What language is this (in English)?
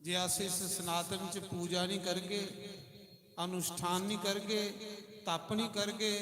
Dogri